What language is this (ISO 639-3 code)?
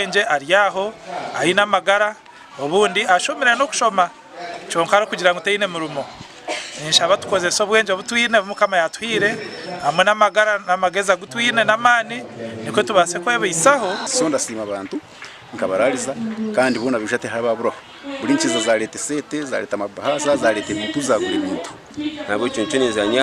nyn